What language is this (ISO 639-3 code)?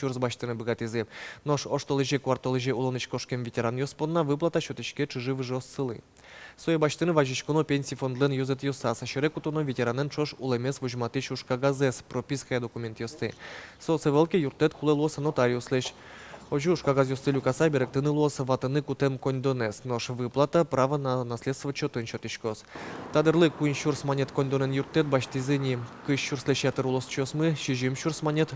udm